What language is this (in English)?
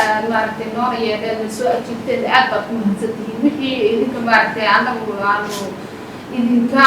Somali